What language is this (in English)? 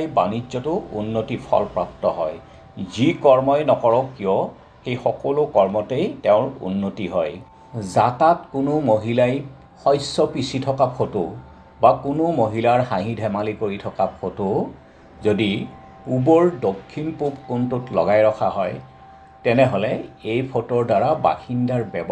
Assamese